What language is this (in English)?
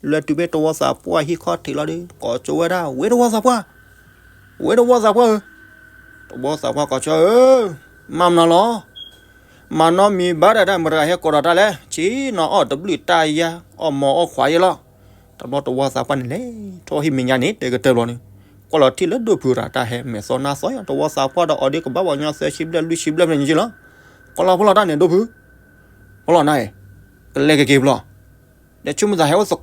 S'gaw Karen